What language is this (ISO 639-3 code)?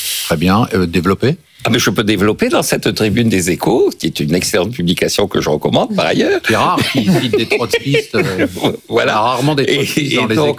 fra